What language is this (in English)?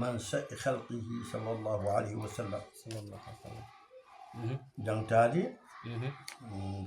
Fula